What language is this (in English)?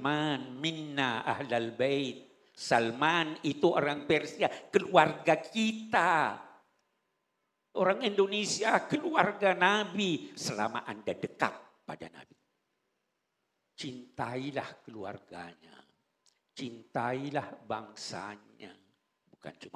Indonesian